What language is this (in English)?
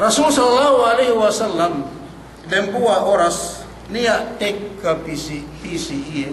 Yakan